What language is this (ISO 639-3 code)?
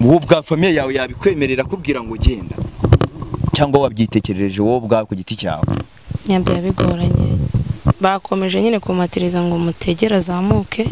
kin